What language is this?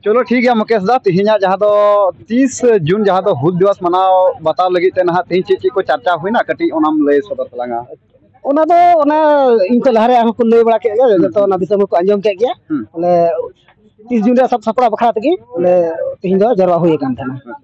Santali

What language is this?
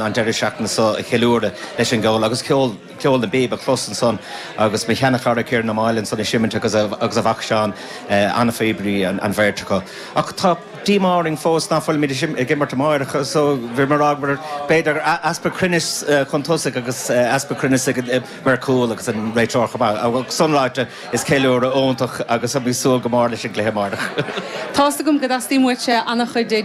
Irish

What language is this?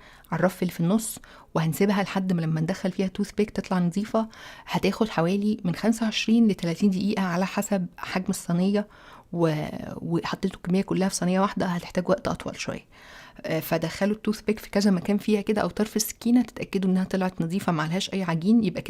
Egyptian Arabic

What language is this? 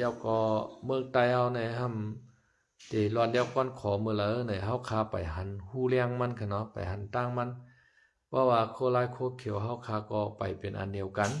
Shan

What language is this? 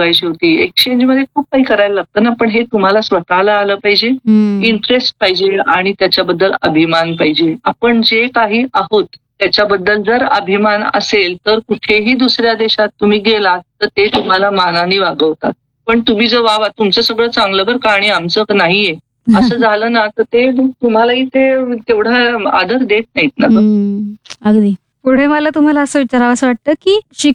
Marathi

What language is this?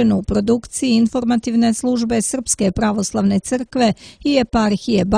Serbian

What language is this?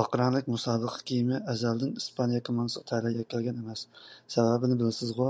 Uyghur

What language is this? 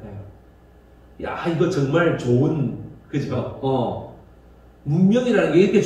Korean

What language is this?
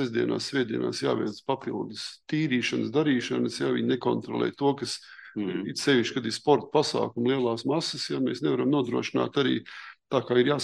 Latvian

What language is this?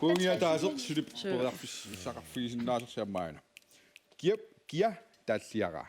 Kalaallisut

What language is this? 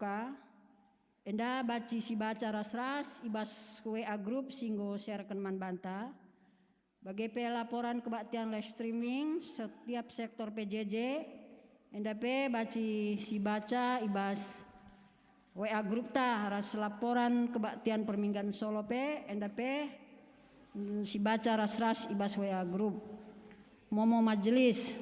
Batak Karo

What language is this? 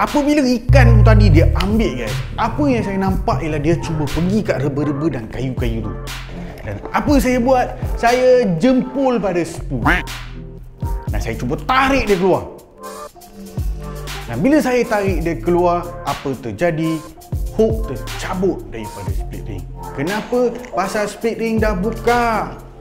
Malay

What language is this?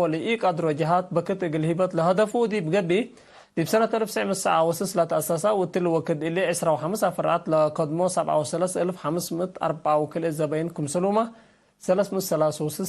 Tigre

